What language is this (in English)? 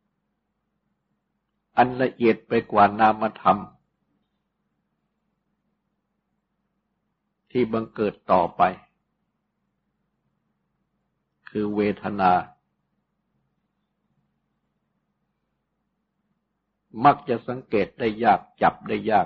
Thai